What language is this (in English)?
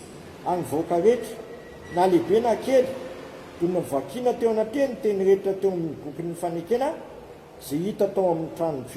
Malagasy